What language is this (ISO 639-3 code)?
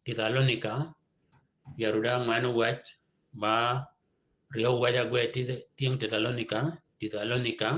shk